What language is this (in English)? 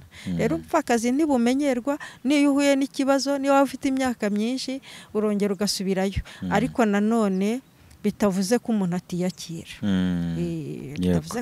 Kinyarwanda